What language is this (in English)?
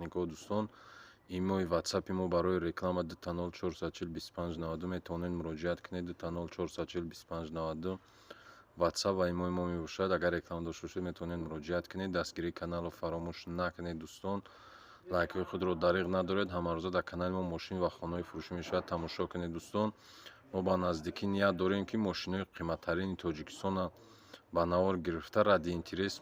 Tajik